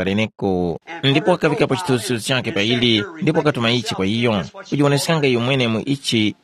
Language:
Tumbuka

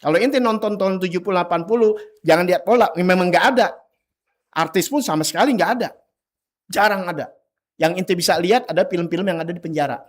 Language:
Betawi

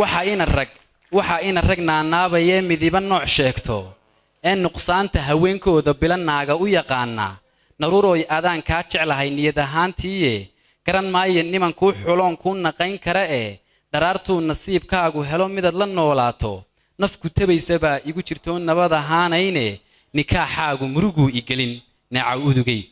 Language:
Somali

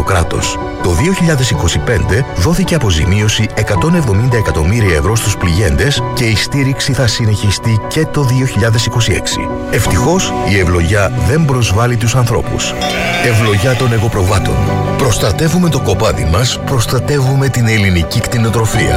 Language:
Greek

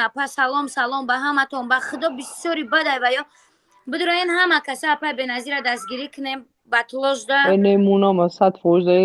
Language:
Tajik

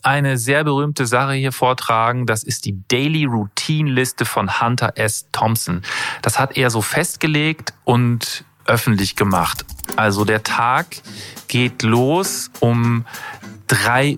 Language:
German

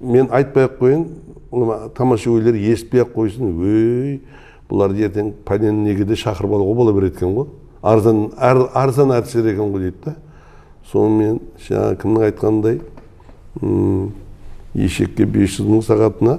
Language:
Kara-Kalpak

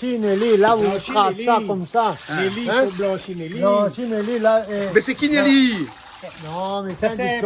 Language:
Réunion Creole French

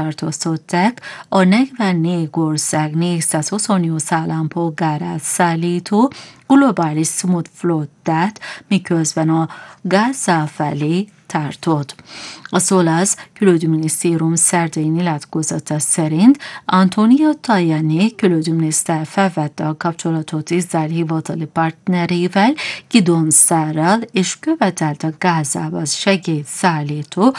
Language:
Hungarian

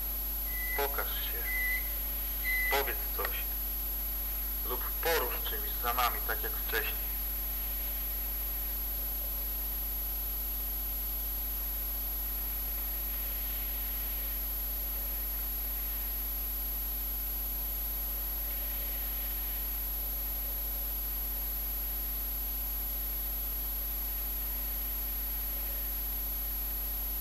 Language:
Polish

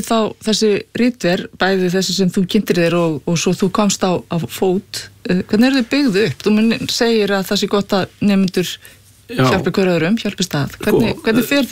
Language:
Icelandic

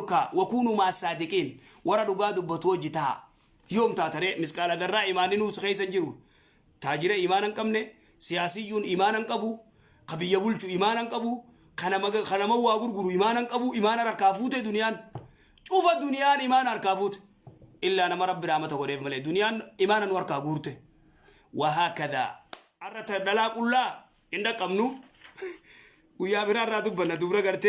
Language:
Oromo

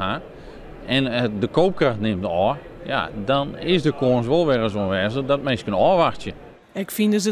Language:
Western Frisian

